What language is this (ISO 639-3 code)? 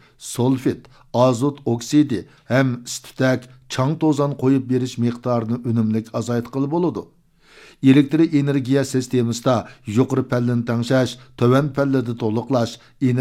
uig